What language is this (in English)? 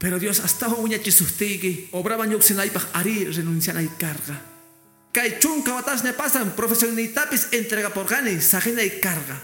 Quechua